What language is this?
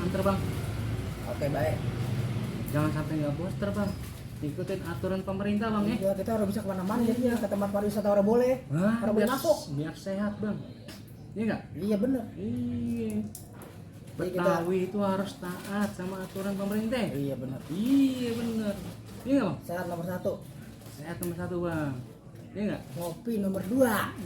Betawi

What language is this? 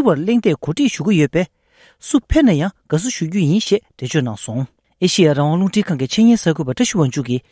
Tibetan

